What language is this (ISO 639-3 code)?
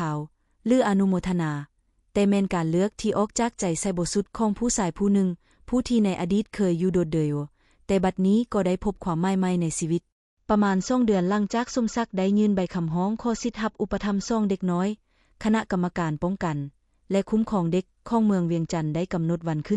lao